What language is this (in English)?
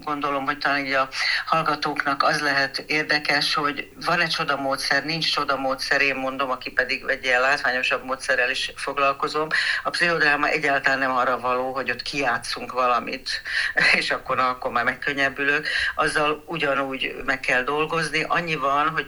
Hungarian